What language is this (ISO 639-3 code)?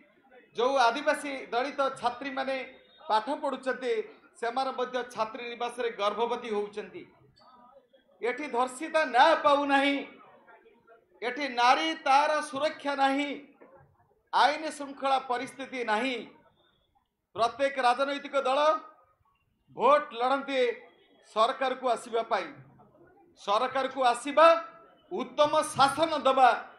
ori